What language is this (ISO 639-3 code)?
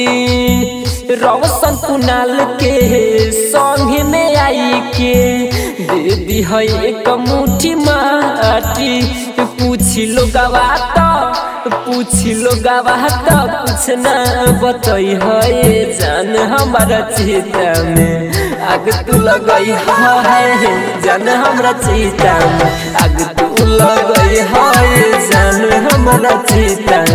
bho